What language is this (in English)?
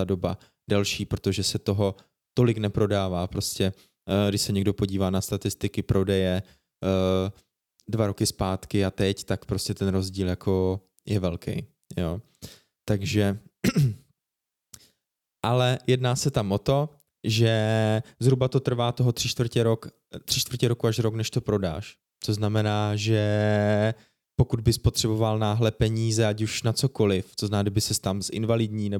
Czech